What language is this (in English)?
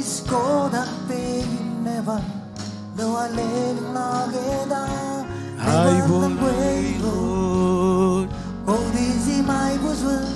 Marshallese